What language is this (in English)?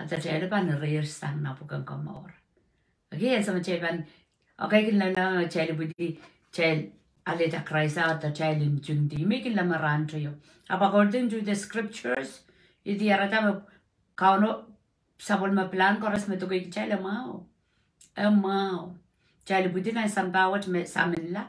Pohnpeian